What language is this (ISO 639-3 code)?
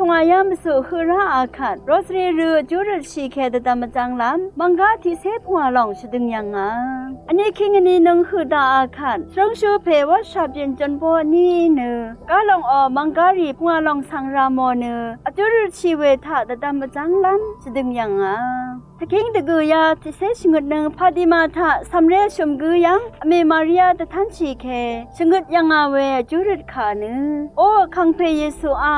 raw